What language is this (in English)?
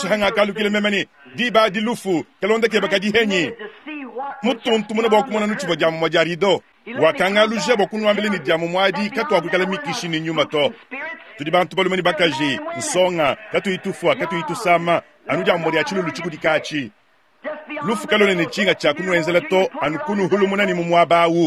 Luba-Lulua